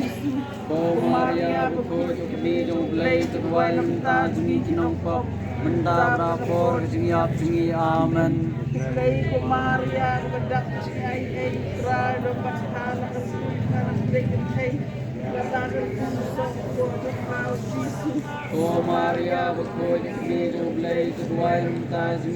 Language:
Khasi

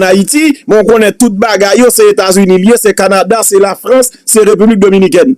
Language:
Haitian Creole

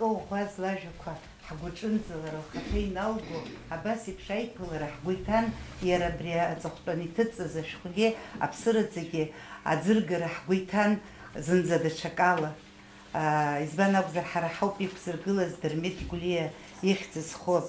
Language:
Abkhazian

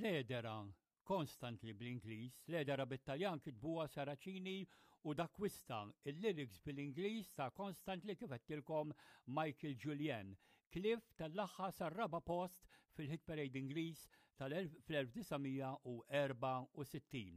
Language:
Maltese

